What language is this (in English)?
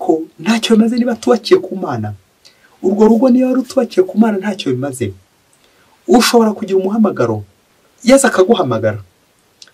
Kinyarwanda